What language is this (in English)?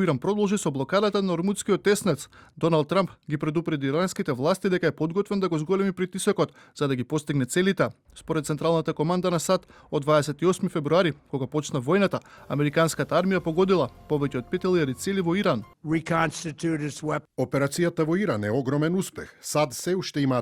Macedonian